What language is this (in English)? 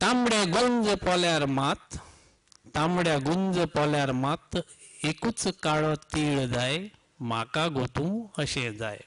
Konkani